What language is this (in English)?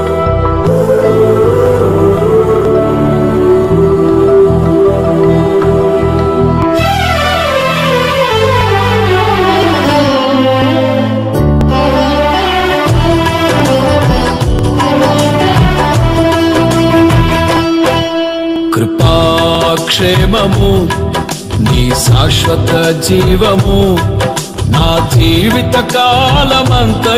Telugu